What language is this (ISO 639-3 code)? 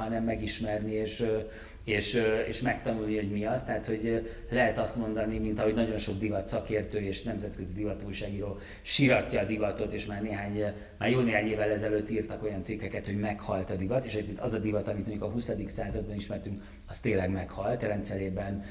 hun